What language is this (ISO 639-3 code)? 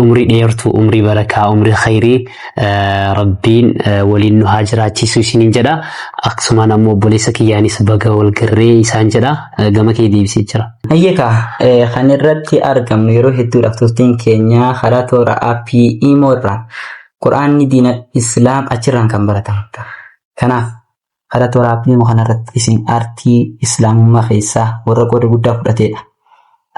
orm